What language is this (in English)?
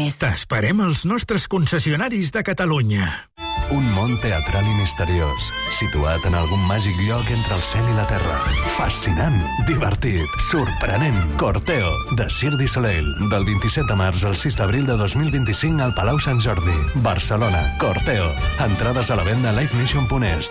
Catalan